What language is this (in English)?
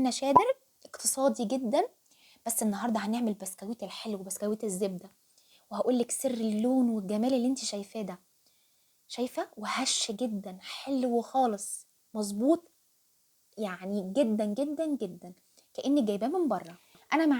Egyptian Arabic